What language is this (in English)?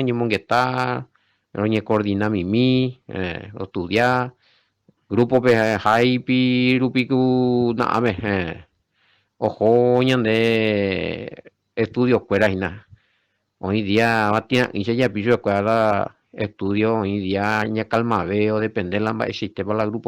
Guarani